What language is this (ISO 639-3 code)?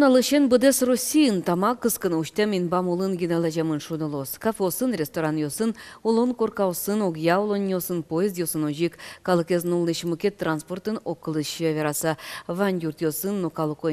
udm